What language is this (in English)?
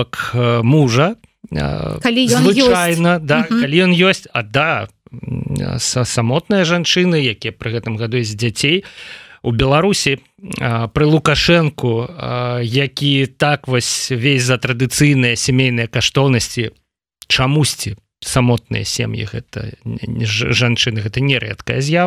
Belarusian